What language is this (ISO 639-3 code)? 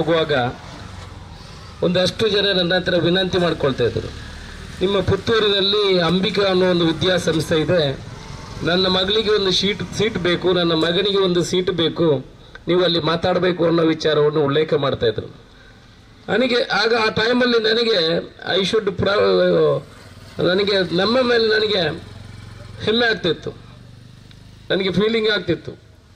kan